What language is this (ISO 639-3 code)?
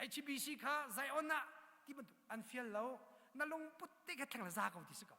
cnh